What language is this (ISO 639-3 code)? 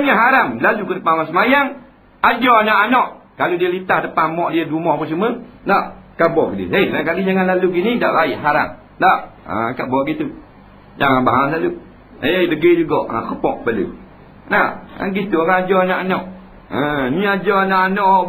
msa